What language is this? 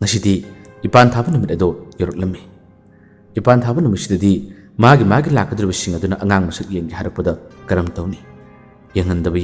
Manipuri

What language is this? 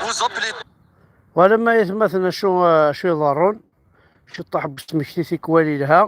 Kabyle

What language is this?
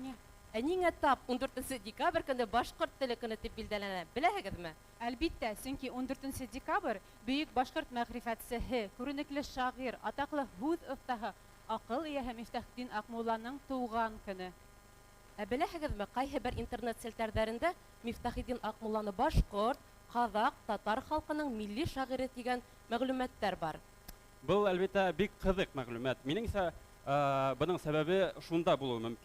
Bashkir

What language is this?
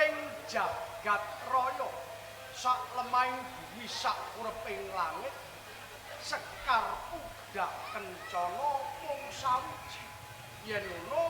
Javanese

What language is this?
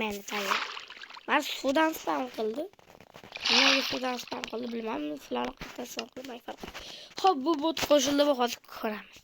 Uzbek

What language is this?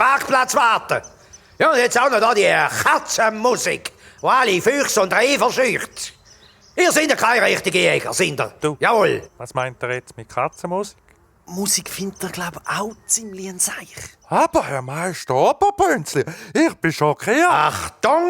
Swiss German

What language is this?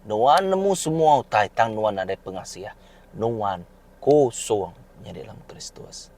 Iban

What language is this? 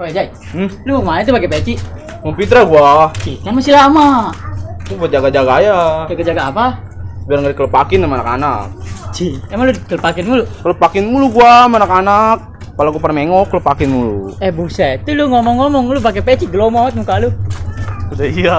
Betawi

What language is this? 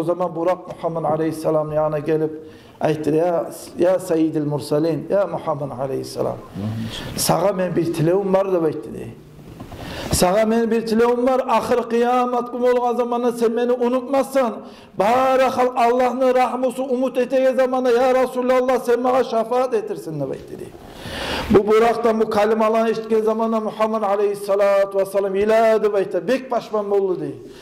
Kumyk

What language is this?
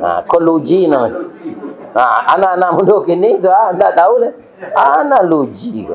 Minangkabau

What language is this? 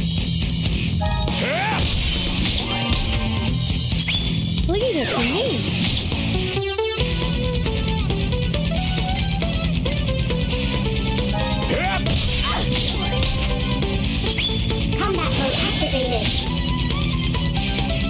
English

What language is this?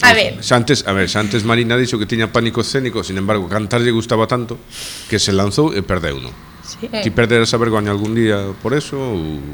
Galician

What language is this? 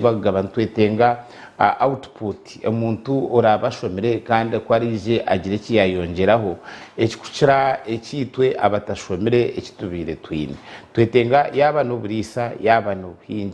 Nyankole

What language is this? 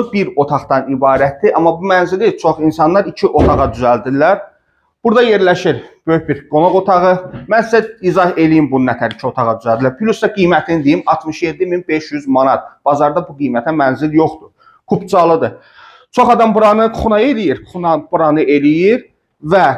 Azerbaijani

